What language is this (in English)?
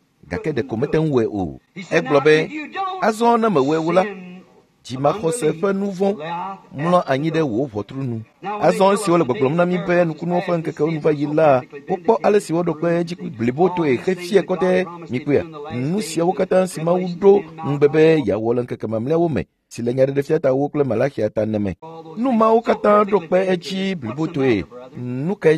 Ewe